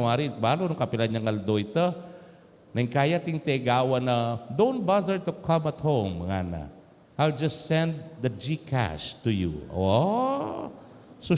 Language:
Pampanga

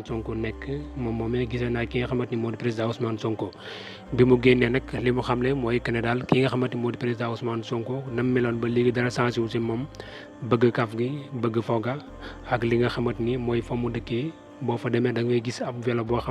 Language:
Wolof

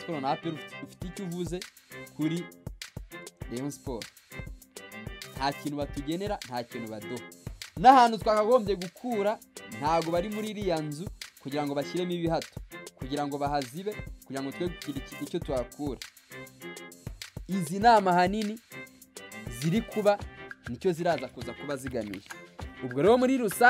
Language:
Kinyarwanda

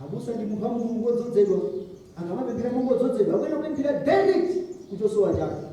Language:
Nyanja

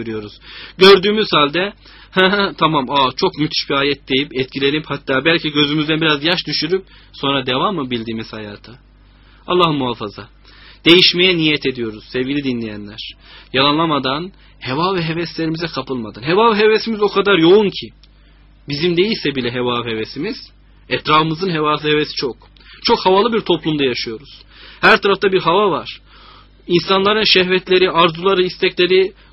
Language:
Turkish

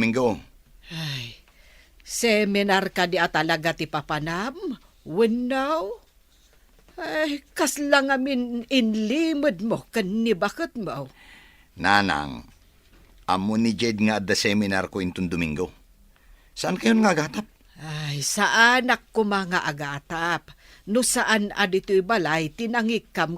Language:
Iloko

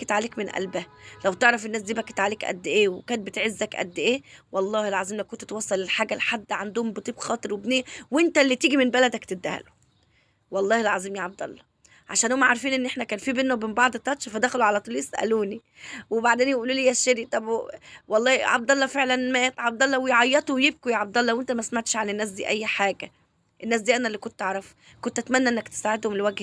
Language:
Egyptian Arabic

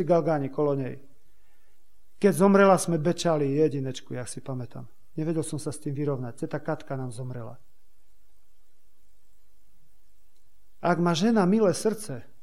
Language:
Slovak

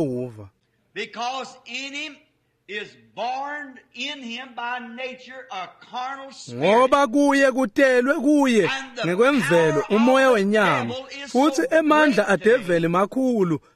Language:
Swati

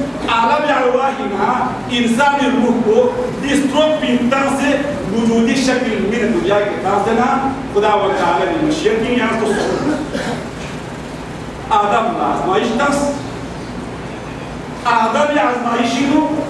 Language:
Urdu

